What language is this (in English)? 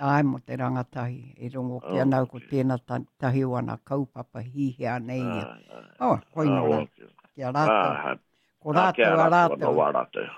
Māori